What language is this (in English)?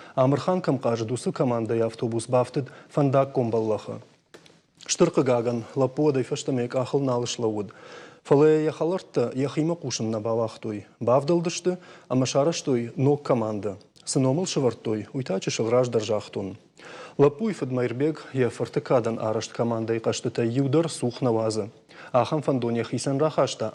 Ossetic